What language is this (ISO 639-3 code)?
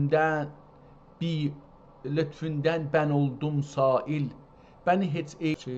azb